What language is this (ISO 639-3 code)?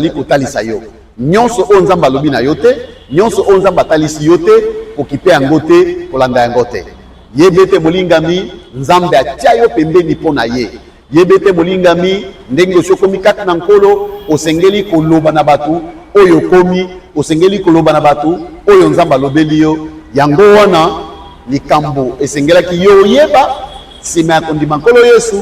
lin